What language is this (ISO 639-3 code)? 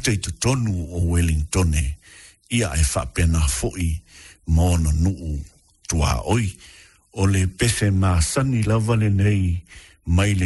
smo